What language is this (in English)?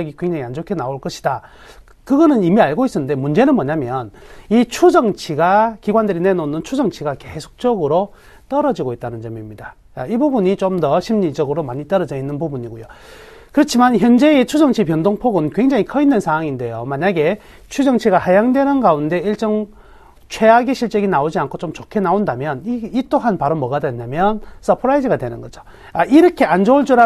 Korean